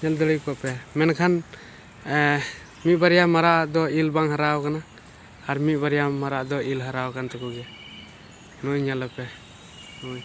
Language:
Santali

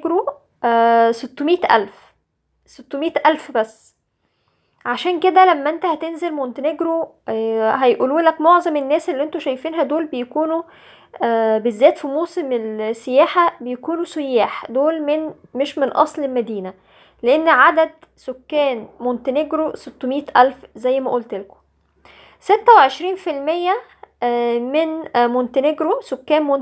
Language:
Egyptian Arabic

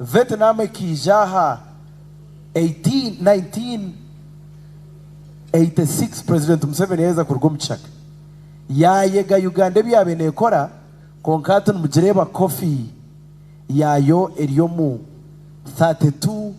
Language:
Nyankole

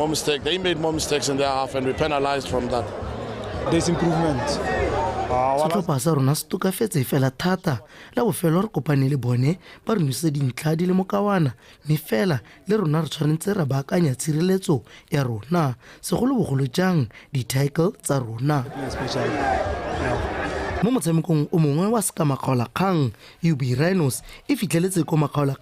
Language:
Tswana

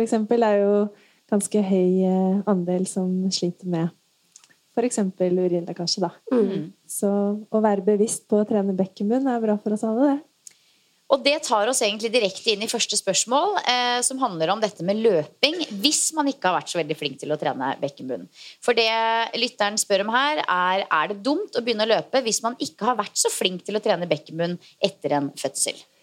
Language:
Norwegian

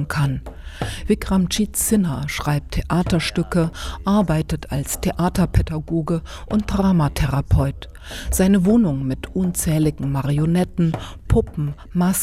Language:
German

